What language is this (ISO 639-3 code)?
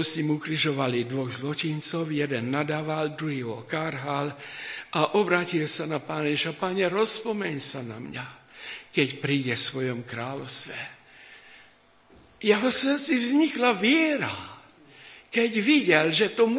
slk